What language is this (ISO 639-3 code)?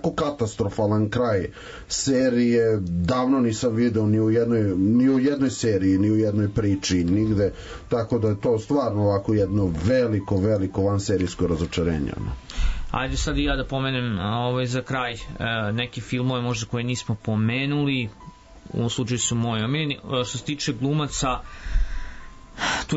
srp